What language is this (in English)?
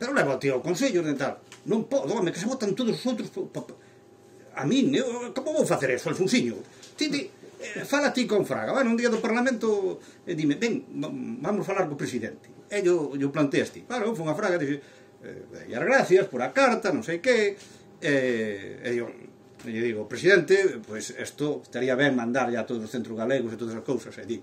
Galician